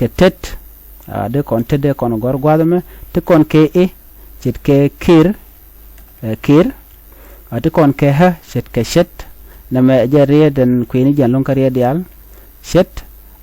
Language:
Nuer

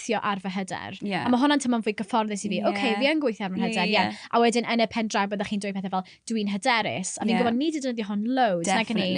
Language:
Welsh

